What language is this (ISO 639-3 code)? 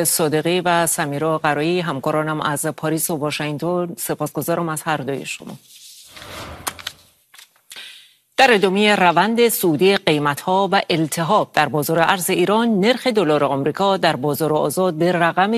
fas